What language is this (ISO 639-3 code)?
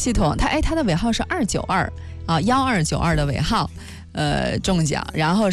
zho